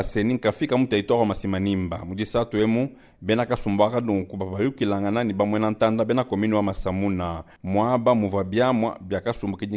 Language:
Luba-Lulua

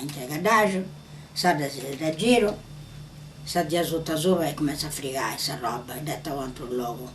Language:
Sardinian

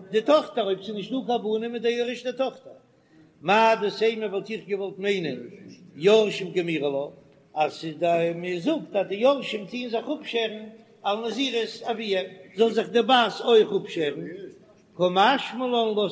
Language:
Yiddish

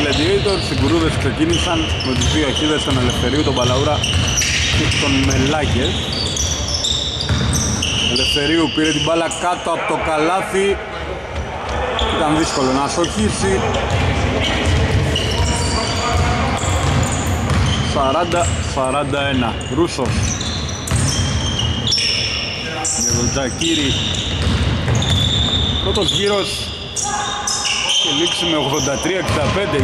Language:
Greek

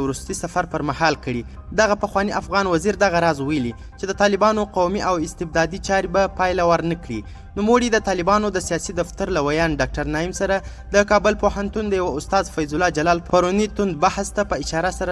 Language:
Pashto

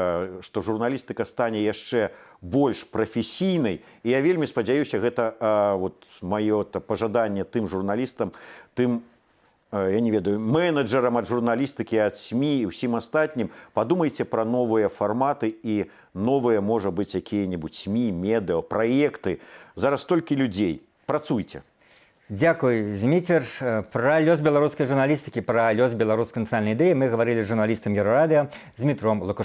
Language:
Belarusian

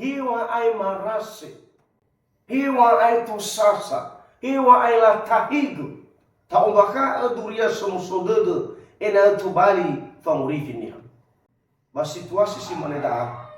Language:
Nias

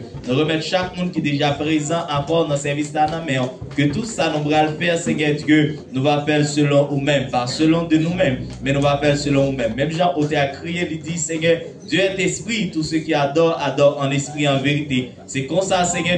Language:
Haitian Creole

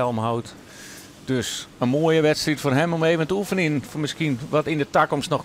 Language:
Western Frisian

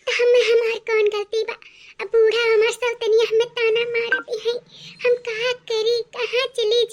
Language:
Awadhi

